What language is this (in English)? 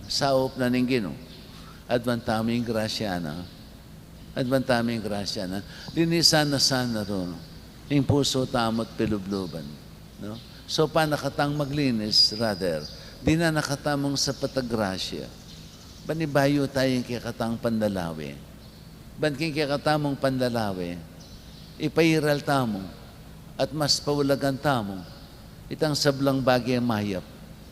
Pampanga